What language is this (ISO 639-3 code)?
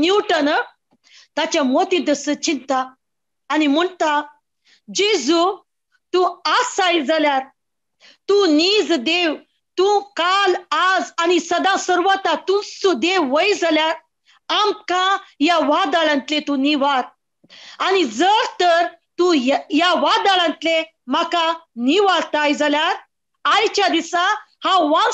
kok